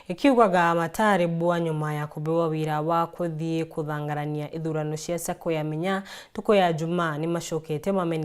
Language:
Meru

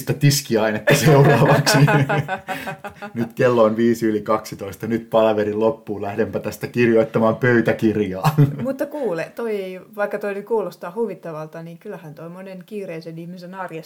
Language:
Finnish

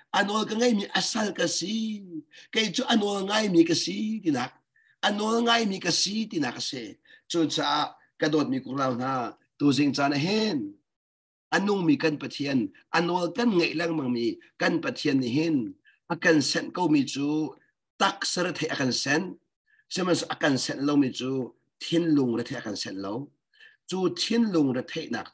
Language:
Hakha Chin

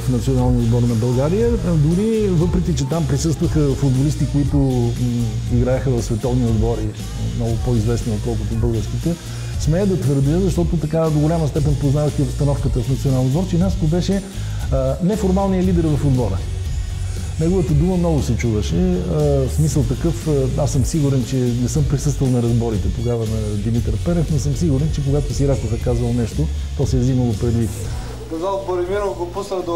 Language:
Bulgarian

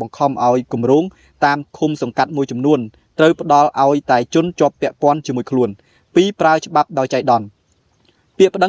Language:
Khmer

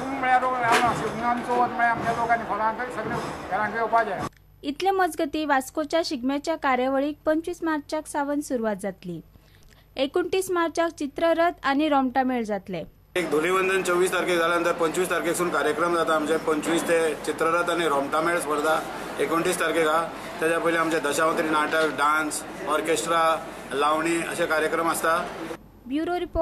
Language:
Konkani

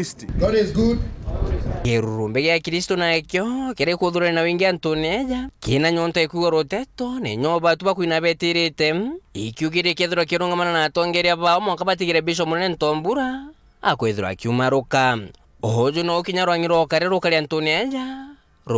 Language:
Meru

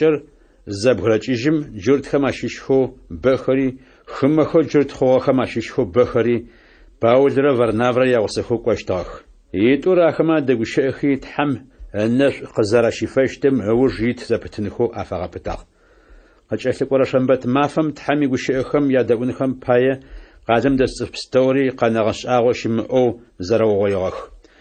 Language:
Adyghe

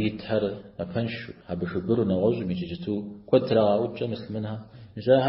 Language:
Kabardian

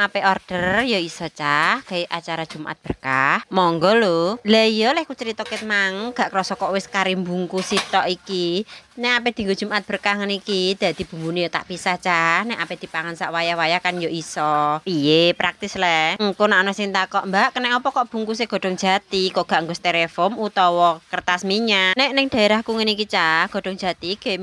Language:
Javanese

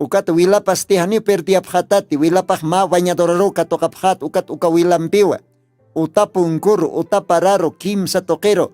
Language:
Aymara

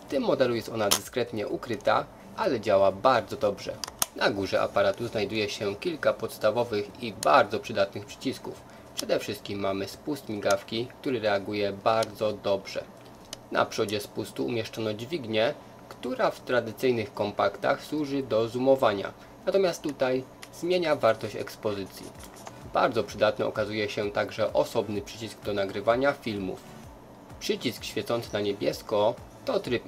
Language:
Polish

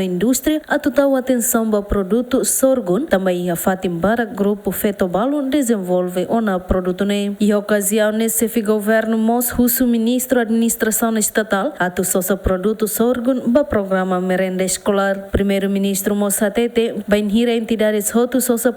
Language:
Tetum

